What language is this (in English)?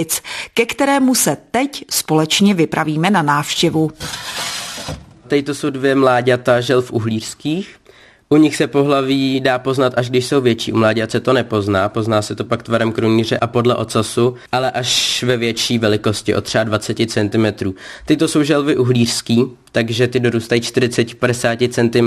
Czech